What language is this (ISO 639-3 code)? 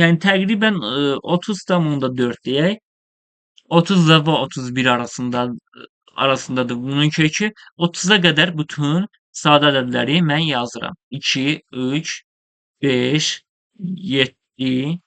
aze